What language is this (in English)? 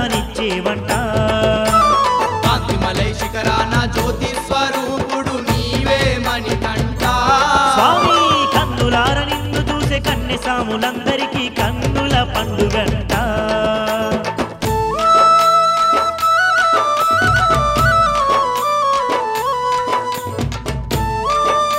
Telugu